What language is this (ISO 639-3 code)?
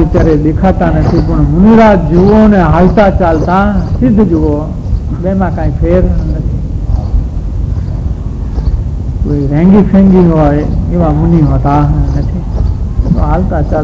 guj